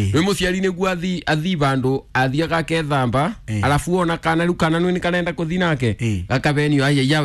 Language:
Kikuyu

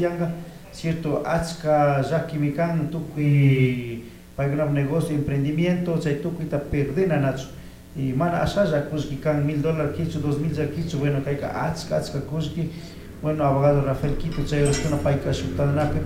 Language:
Chimborazo Highland Quichua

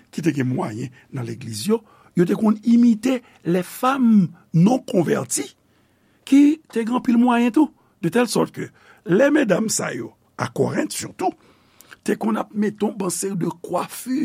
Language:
Haitian Creole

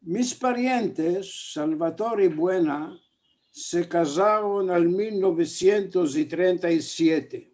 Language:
Ladino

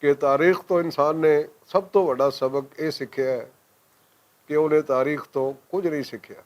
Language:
Western Panjabi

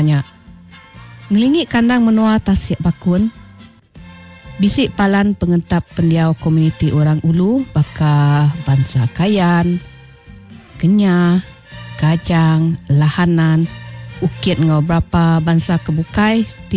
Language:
Iban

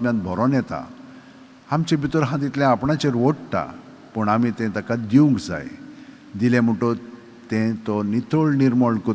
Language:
Konkani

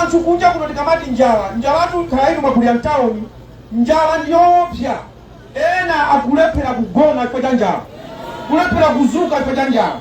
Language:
Nyanja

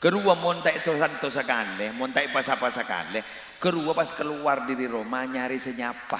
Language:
Madurese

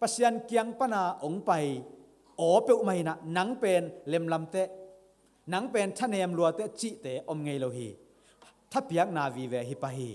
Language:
Tedim Chin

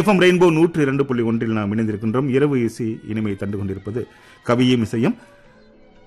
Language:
Tamil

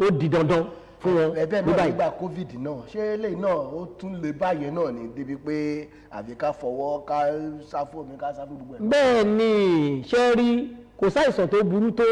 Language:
Yoruba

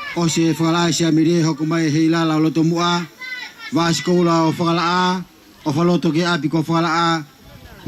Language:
Tongan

